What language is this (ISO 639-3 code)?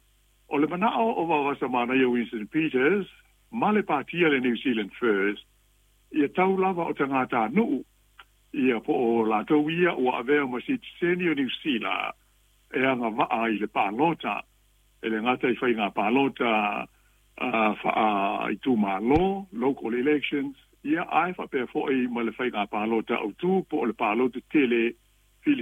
smo